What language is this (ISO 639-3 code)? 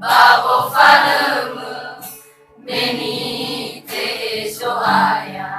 nia